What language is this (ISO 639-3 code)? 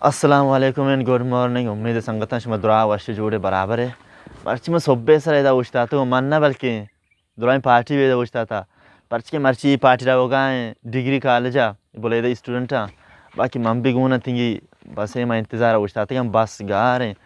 bal